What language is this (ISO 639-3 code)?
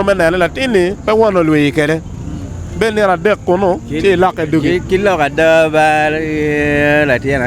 ach